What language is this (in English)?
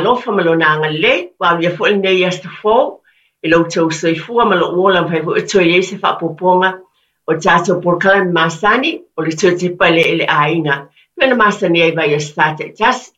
Samoan